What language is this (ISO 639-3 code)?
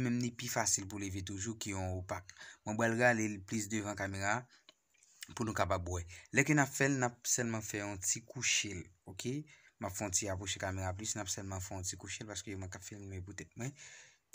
hat